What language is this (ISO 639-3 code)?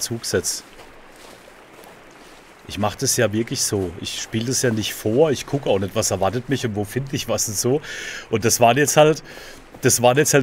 deu